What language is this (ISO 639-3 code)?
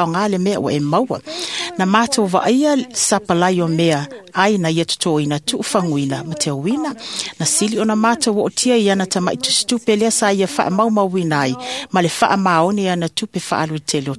smo